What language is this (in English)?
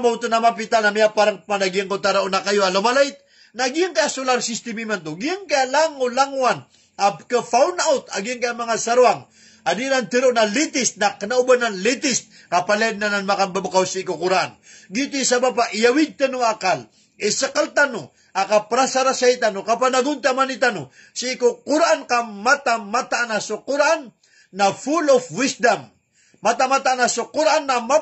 Maranao